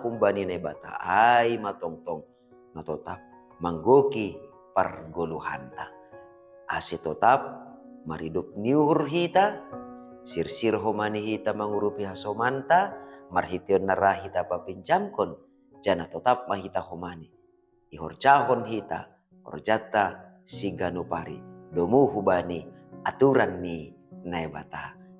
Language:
Batak Simalungun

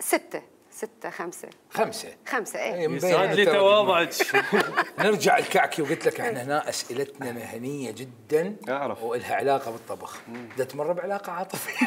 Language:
Mesopotamian Arabic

